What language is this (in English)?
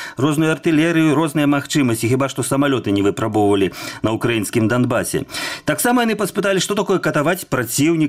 Belarusian